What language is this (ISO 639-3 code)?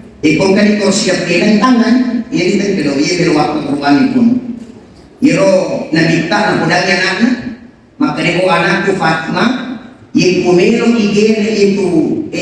bug